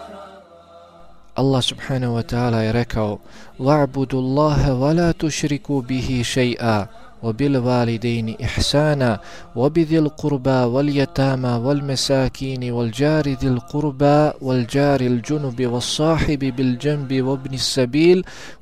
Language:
Bosnian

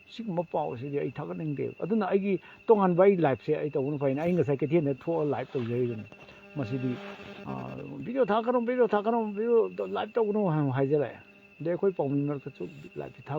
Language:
Manipuri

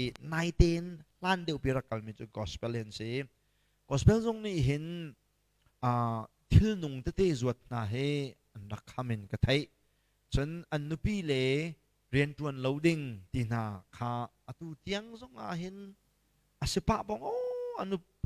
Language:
Hakha Chin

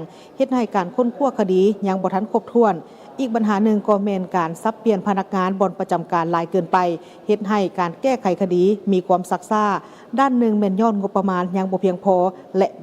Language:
Lao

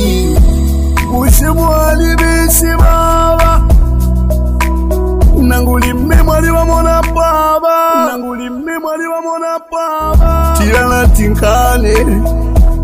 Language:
Swahili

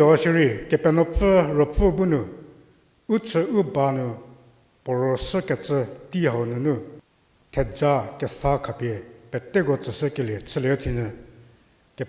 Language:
Angami Naga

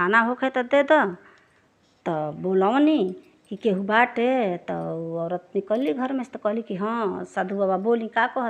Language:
Bhojpuri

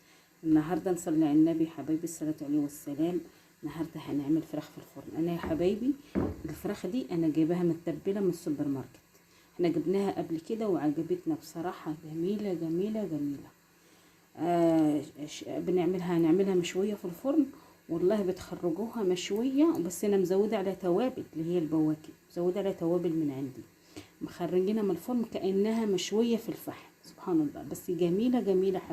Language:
Egyptian Arabic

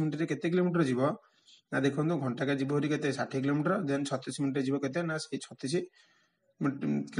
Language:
Odia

